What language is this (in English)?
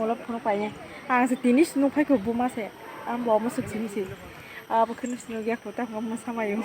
Kok Borok